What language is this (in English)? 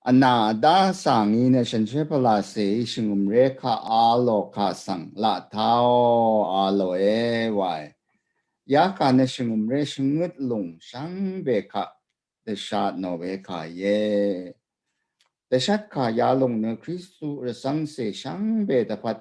Rawang